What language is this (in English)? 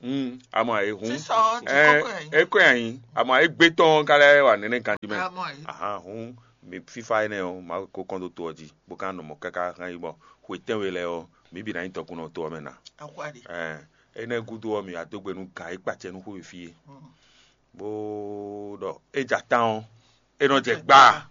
Fon